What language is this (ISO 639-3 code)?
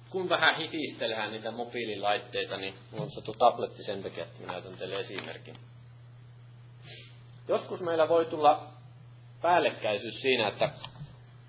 fin